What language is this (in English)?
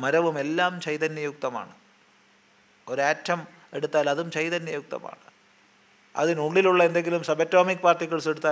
Malayalam